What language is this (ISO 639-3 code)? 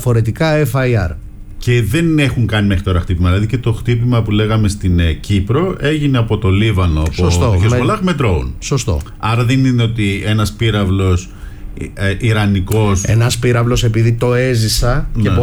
ell